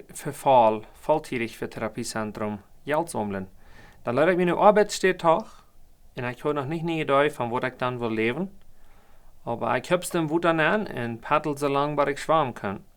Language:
Plautdietsch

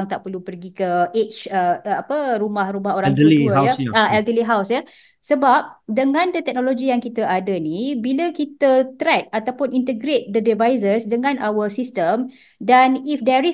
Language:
Malay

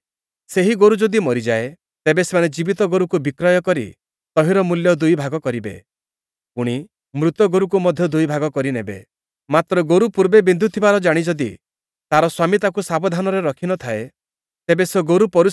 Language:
Odia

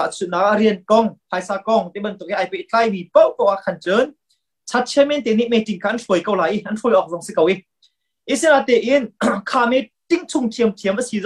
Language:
Hakha Chin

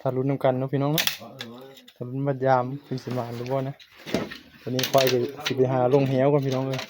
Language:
Northeastern Thai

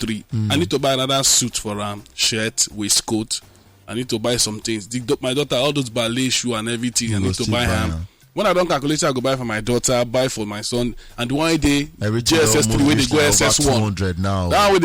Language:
Nigerian Pidgin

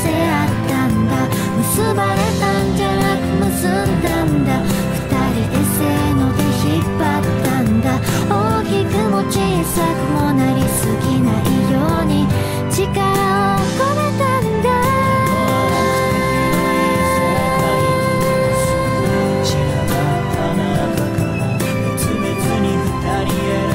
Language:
Japanese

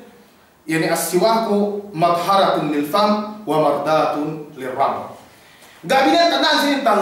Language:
Yakan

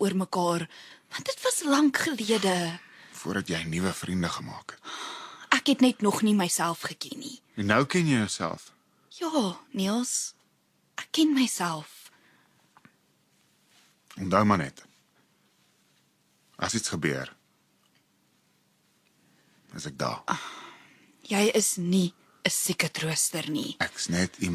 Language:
Afrikaans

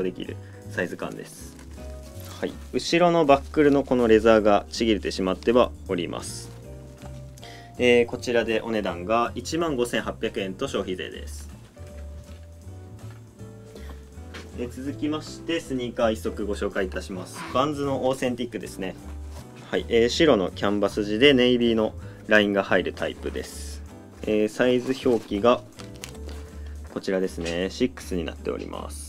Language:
Japanese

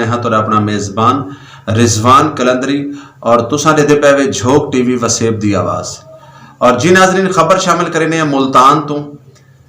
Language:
Saraiki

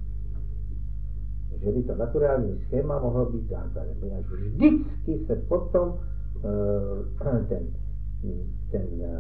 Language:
Czech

